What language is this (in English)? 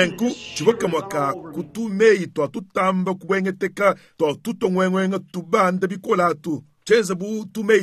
Luba-Lulua